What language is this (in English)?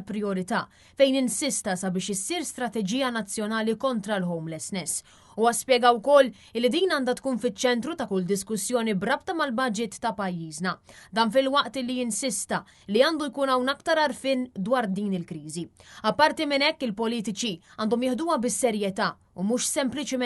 Maltese